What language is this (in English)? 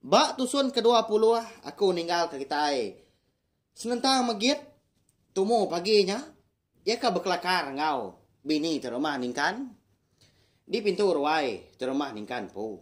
Iban